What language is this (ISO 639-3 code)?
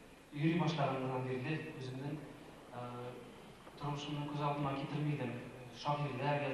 tat